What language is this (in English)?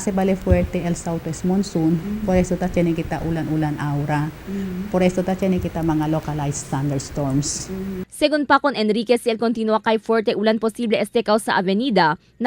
Chavacano